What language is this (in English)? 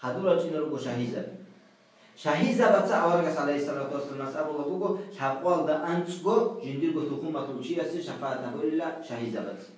Avaric